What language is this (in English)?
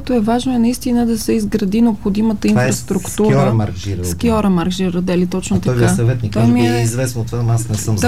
Bulgarian